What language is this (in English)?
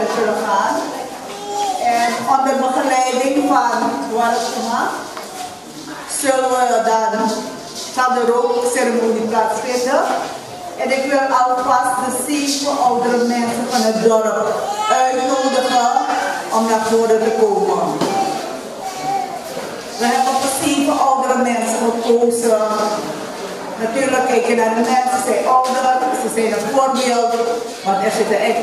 Dutch